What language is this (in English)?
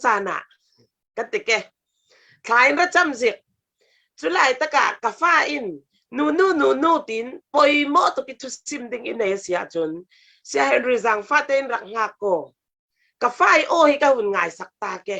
Falam Chin